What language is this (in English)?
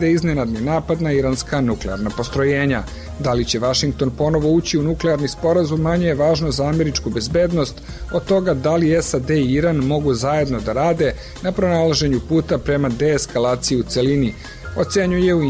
Serbian